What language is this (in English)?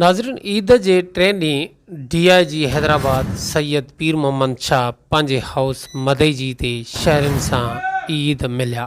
Sindhi